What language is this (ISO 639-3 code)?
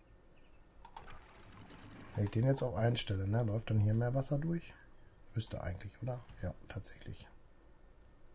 deu